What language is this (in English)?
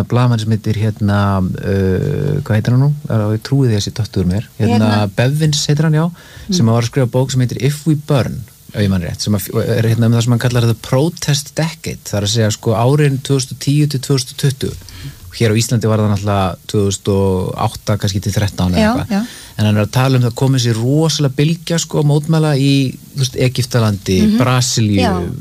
Icelandic